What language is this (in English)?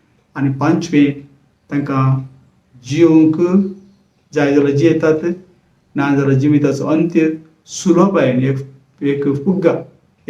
Konkani